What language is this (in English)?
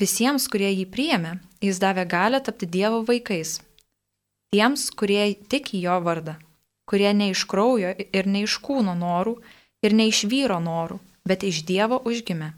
Lithuanian